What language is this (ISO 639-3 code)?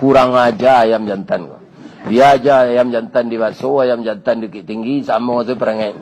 min